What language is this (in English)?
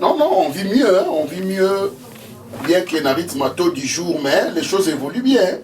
Lingala